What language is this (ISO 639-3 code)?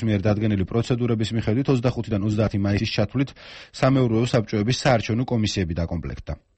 kat